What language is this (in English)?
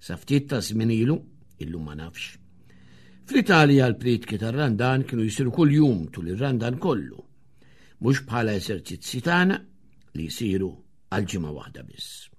Maltese